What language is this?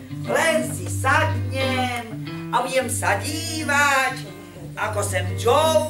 Slovak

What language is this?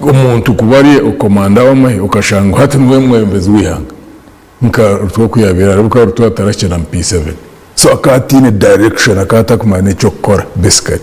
Nyankole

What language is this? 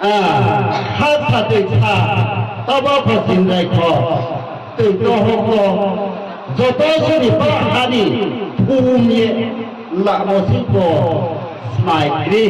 Riang (India)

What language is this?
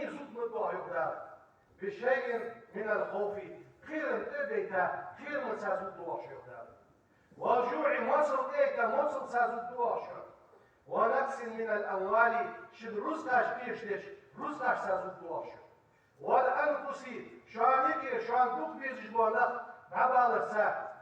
Ingush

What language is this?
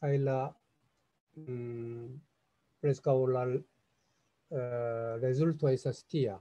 Esperanto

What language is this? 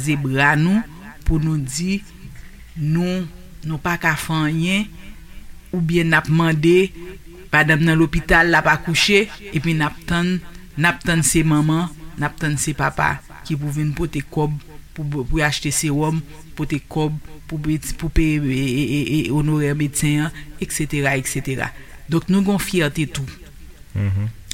Haitian Creole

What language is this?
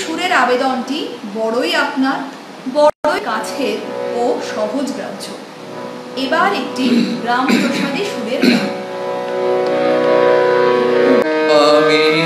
Bangla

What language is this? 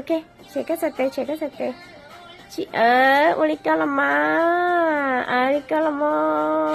Hmong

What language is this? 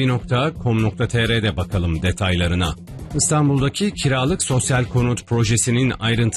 Turkish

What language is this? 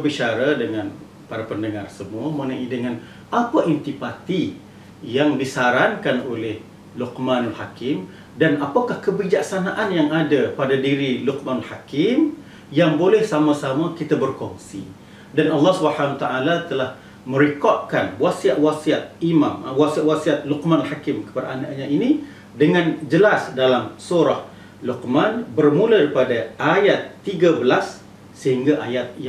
Malay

